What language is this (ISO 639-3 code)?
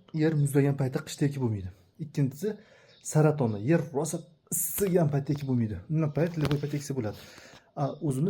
uzb